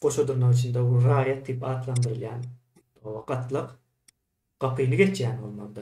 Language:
Turkmen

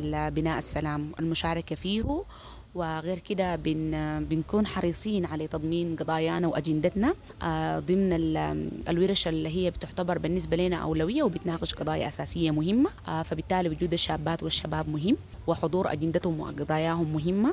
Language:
Sudanese Arabic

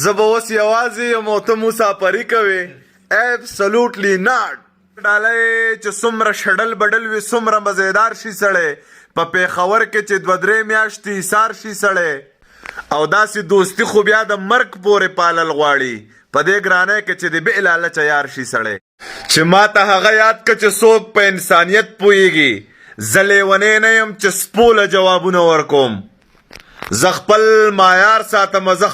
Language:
Pashto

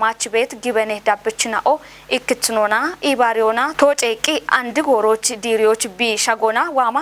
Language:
Kafa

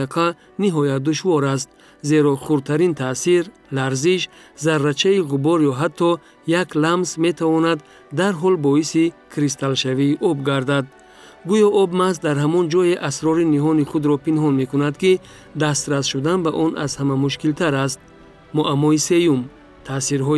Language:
Tajik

